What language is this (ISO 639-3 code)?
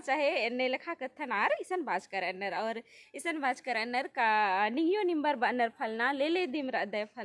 kru